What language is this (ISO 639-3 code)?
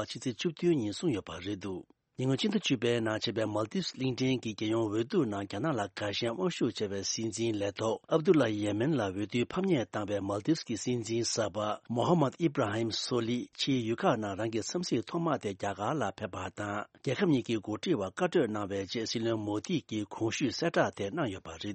bod